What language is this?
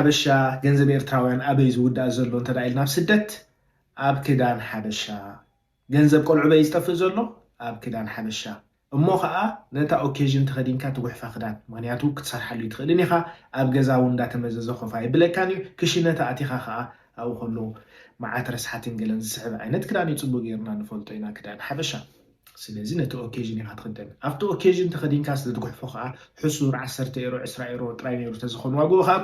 Tigrinya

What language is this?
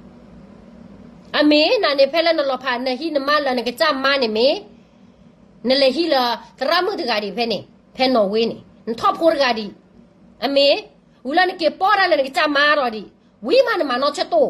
S'gaw Karen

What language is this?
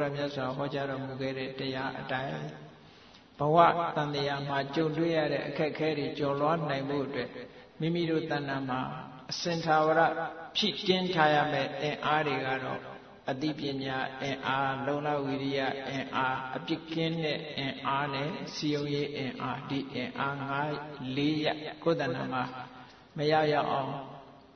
Burmese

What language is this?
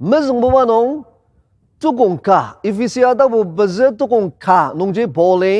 Ao Naga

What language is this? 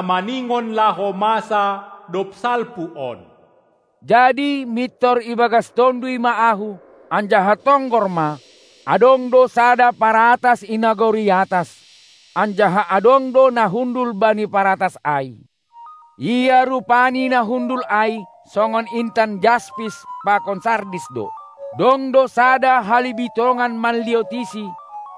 Batak Simalungun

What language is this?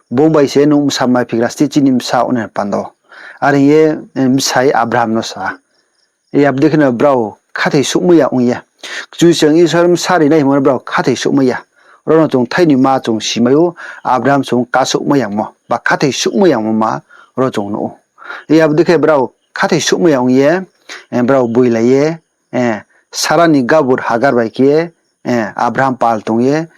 Riang (India)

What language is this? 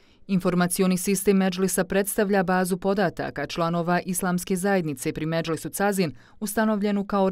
Bosnian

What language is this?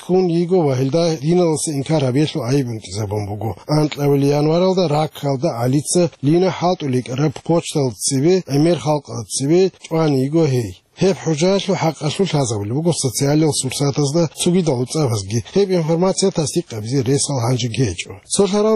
Avaric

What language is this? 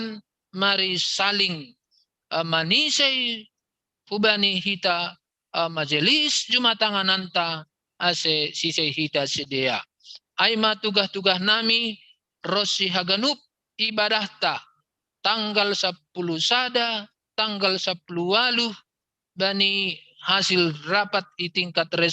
Batak Simalungun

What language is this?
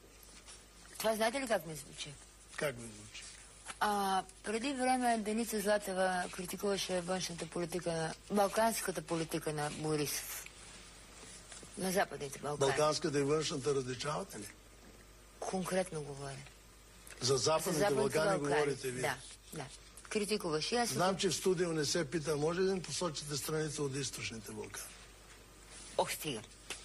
Bulgarian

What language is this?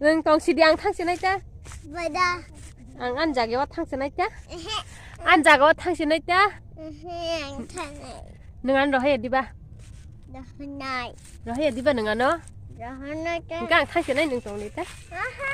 Kok Borok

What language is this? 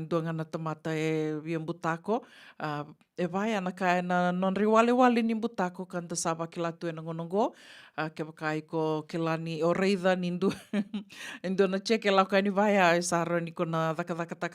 Fijian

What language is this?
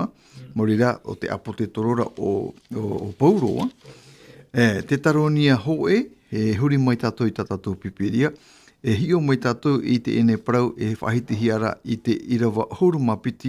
Tahitian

